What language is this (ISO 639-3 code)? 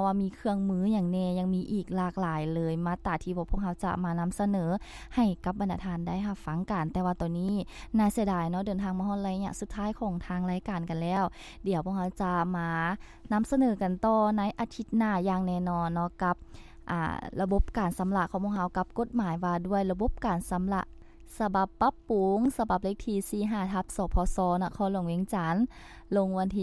lao